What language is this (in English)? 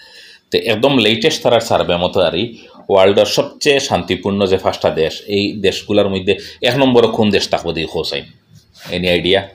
Sylheti